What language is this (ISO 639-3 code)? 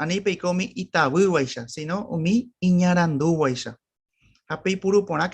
grn